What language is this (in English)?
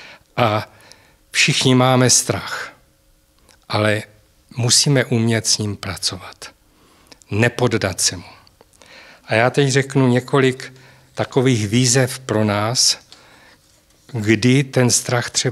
Czech